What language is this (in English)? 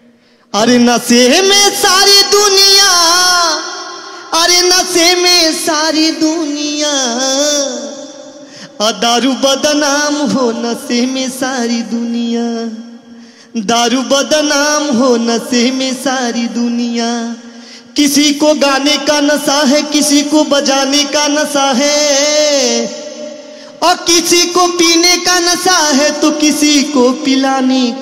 Bhojpuri